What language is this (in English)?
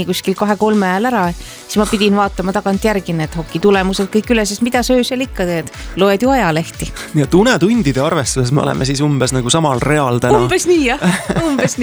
Estonian